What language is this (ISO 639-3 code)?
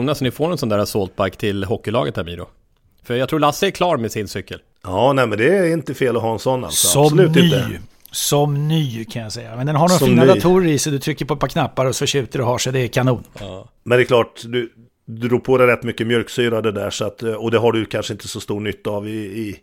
swe